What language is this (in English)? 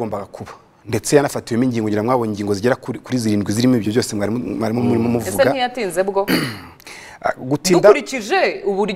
Kinyarwanda